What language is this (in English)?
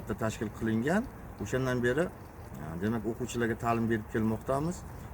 Uzbek